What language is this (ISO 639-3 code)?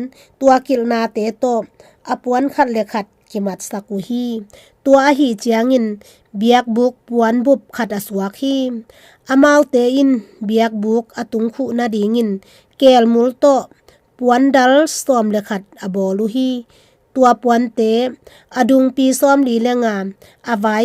ctd